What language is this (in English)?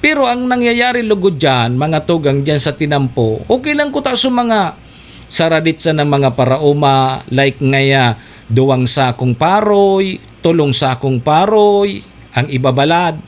Bikol